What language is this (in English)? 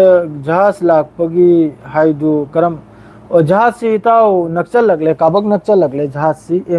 Manipuri